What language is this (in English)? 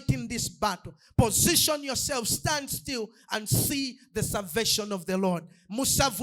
Nyanja